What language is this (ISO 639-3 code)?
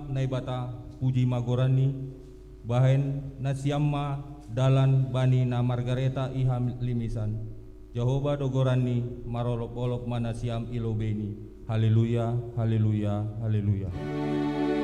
bts